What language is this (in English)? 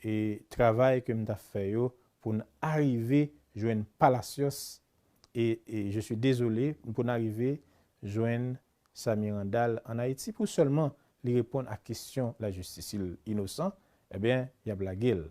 Haitian Creole